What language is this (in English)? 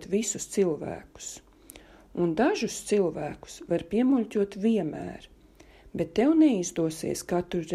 Latvian